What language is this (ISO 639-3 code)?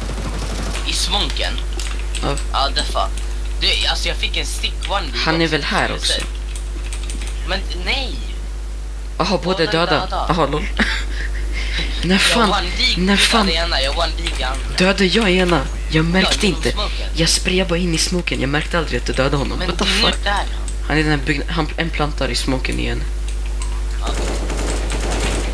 swe